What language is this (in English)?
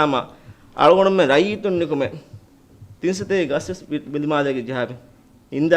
Divehi